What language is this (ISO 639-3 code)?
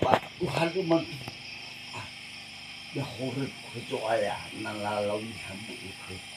nia